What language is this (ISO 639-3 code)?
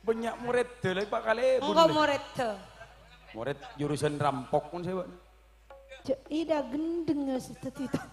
mad